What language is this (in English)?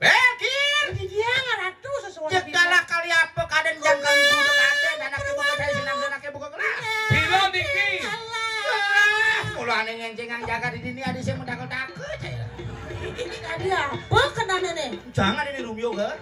Balinese